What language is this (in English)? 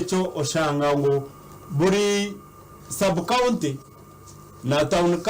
Nyankole